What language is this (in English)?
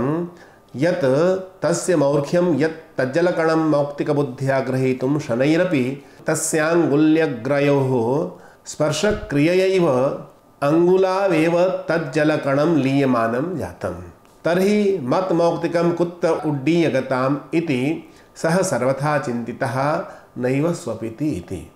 Sanskrit